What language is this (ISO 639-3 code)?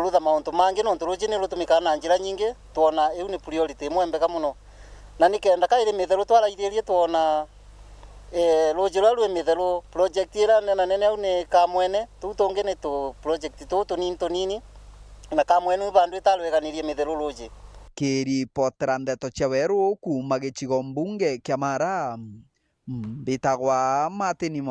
mer